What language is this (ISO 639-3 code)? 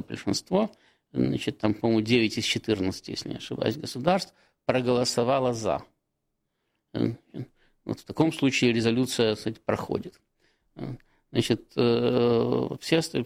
rus